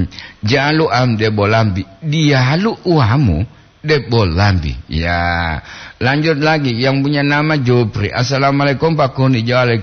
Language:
Gorontalo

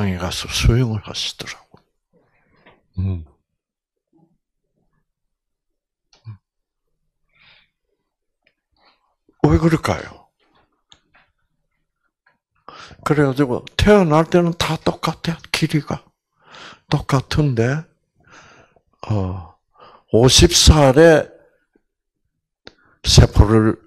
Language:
Korean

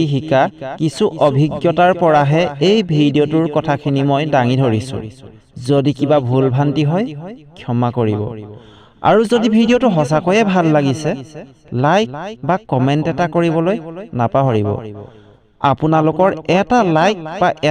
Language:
Assamese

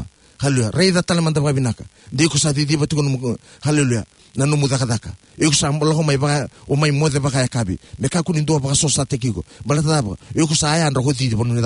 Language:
Fijian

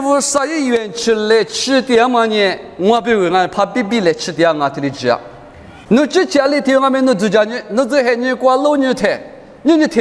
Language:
Lisu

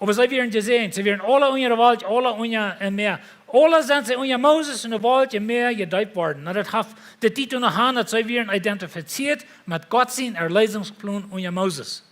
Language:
Plautdietsch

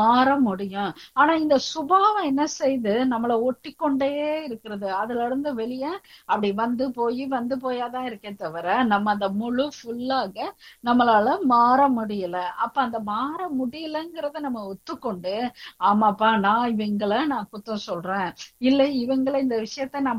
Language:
Tamil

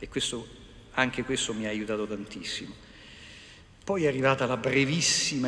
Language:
Italian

